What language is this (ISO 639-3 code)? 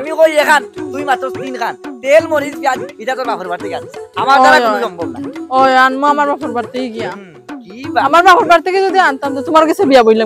syl